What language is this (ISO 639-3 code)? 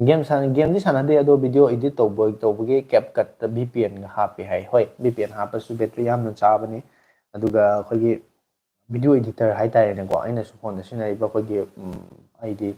mni